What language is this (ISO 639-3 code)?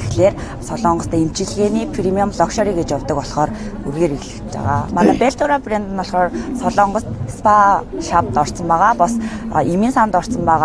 mon